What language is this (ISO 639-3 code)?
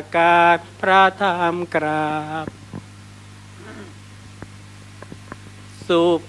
tha